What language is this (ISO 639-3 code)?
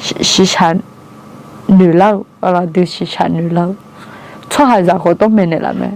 ahk